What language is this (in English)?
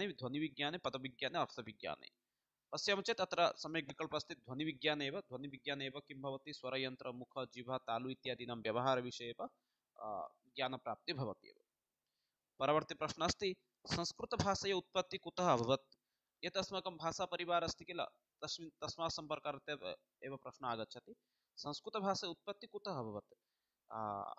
Sanskrit